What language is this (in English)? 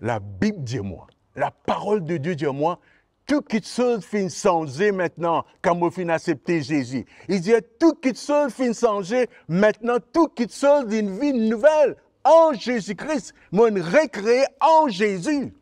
Morisyen